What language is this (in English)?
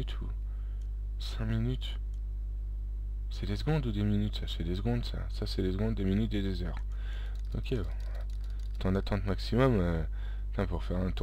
French